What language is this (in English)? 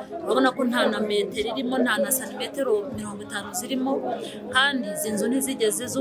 Kinyarwanda